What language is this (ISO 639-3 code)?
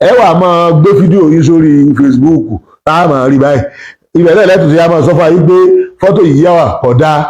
yor